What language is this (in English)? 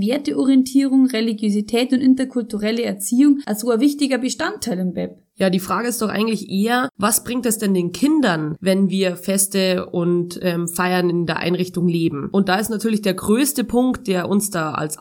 German